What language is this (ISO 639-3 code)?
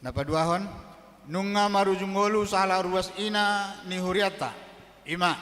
bbc